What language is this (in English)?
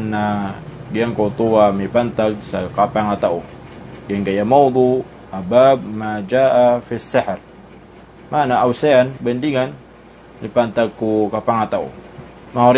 Maranao